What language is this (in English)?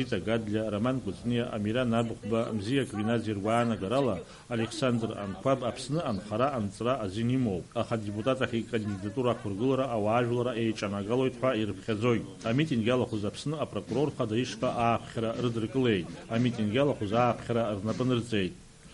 Abkhazian